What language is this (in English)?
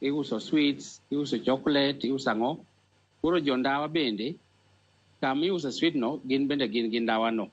Luo (Kenya and Tanzania)